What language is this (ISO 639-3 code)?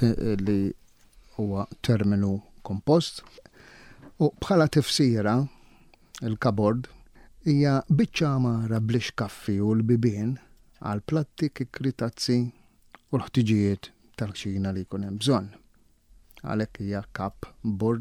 mlt